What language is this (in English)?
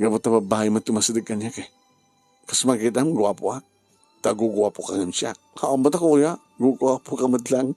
Iloko